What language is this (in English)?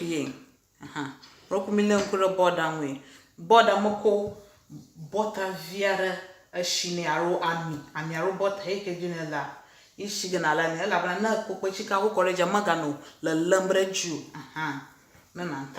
Ewe